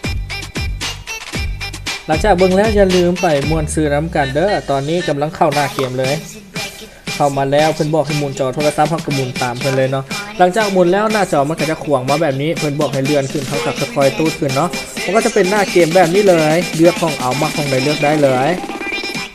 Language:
Lao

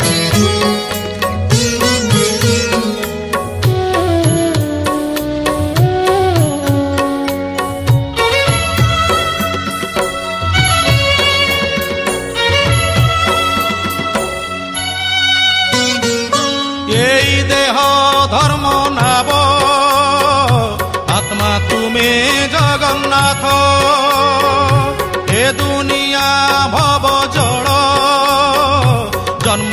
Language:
Odia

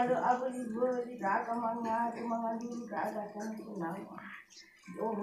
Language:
Nias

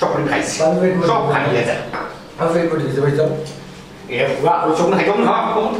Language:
Sylheti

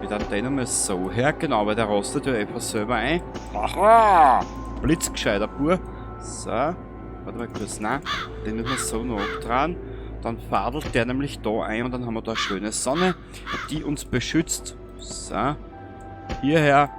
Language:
Bavarian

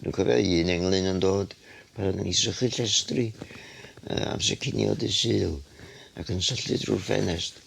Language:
Welsh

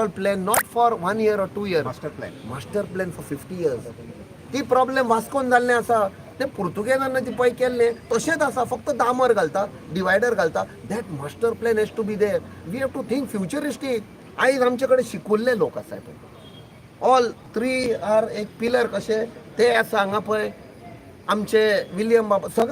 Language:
Konkani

